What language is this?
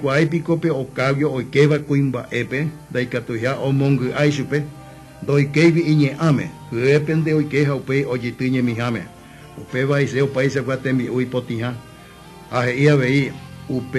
Guarani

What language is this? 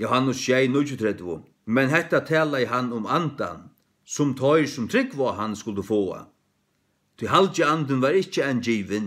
Faroese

